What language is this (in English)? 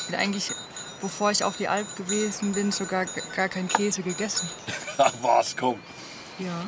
Swiss German